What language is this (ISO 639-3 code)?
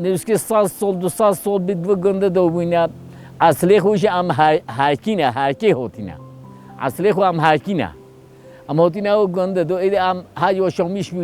kur